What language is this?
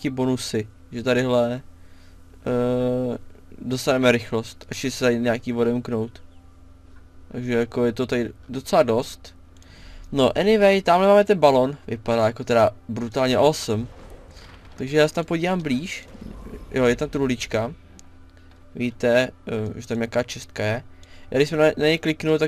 Czech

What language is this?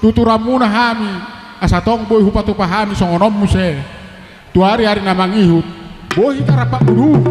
Batak Toba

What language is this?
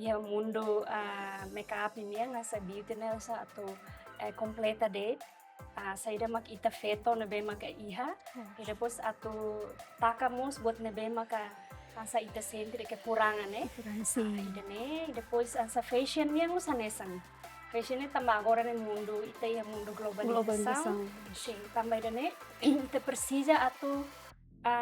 Tetum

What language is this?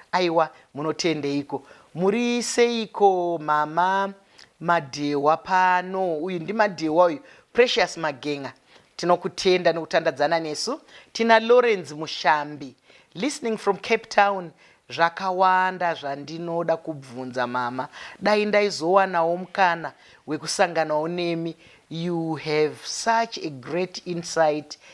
Shona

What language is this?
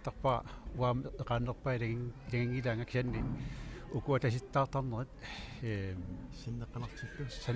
Kalaallisut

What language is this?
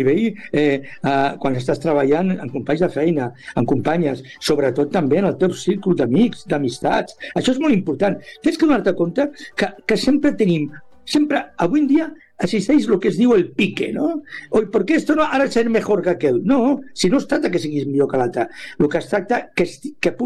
Catalan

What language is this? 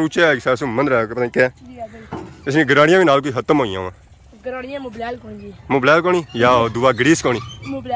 Pahari-Potwari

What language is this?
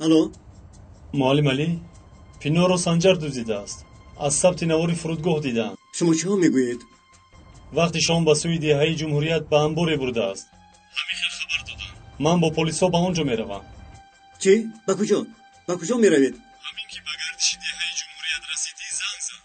Tajik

